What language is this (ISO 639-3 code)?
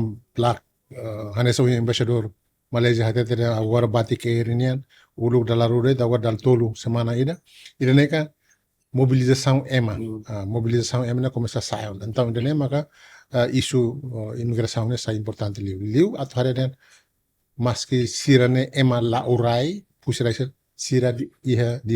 tet